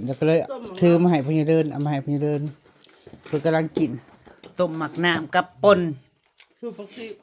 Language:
Northeastern Thai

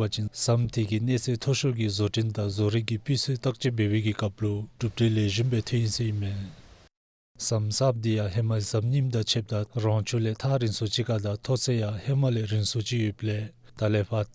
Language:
Dzongkha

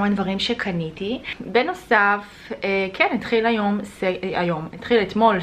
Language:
Hebrew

